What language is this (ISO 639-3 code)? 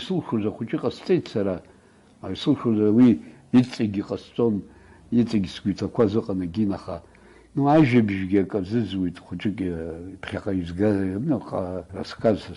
abk